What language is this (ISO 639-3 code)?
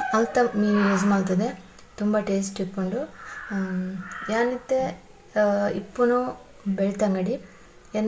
tcy